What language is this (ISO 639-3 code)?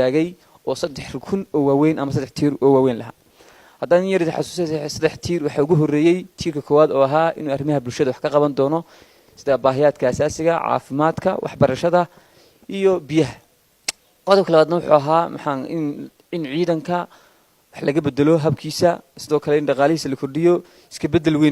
som